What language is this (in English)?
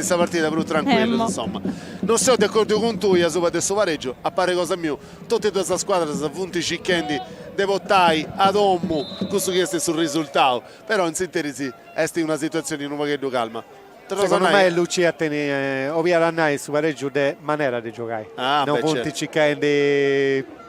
Sardinian